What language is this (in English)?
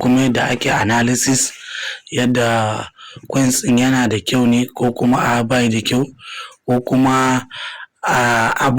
Hausa